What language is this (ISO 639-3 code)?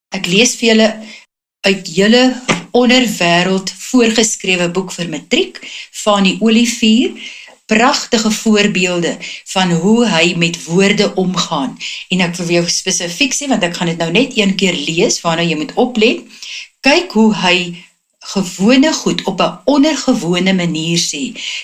afr